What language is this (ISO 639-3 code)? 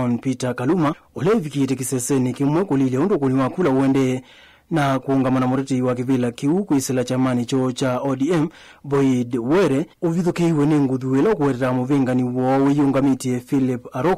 kam